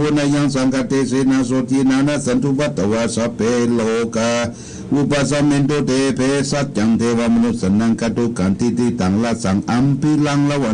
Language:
Pali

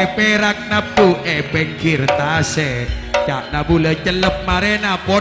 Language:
Madurese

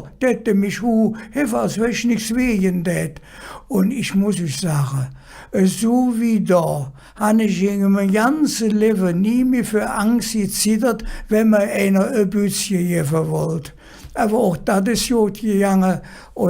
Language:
Colognian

